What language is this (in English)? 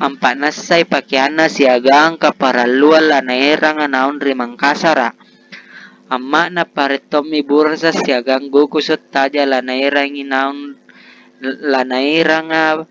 Makasar